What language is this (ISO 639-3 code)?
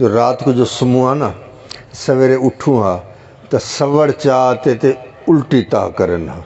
skr